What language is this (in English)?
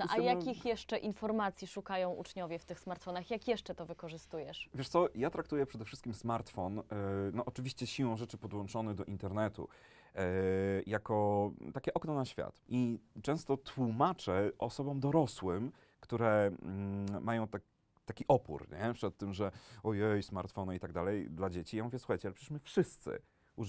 Polish